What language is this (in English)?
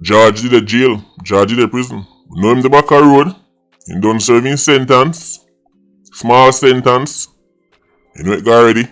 Jamaican Creole English